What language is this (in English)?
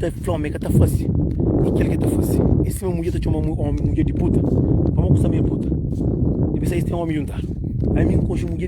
Kabuverdianu